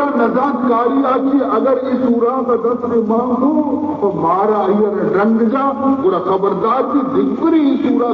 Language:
Baluchi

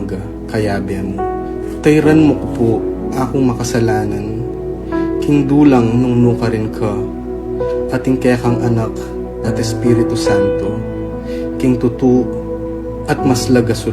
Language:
Pampanga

